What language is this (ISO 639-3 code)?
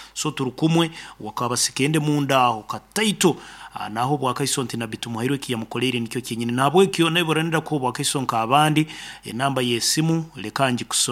nyn